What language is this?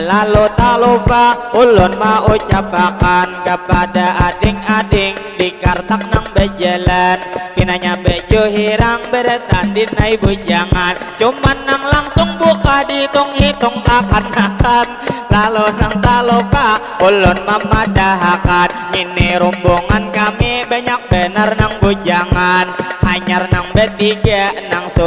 Banjar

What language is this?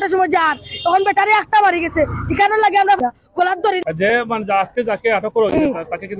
Sylheti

